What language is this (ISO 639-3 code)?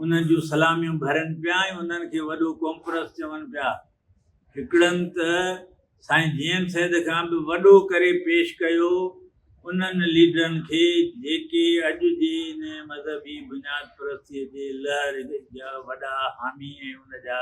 snd